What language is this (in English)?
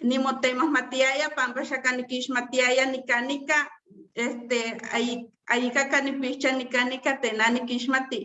Eastern Huasteca Nahuatl